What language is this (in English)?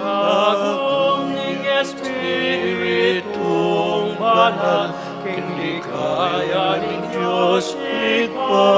Pampanga